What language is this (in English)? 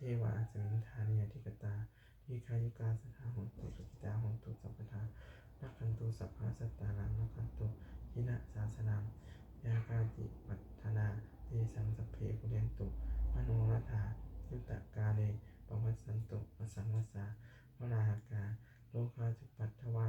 Pali